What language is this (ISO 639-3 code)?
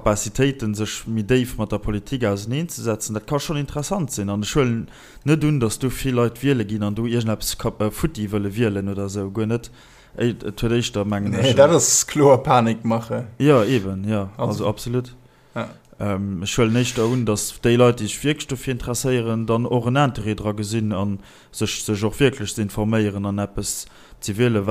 ltz